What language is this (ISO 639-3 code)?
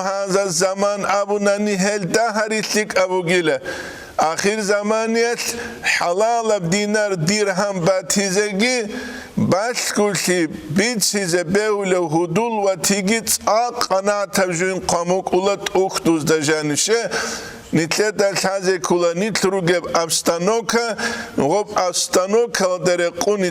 ava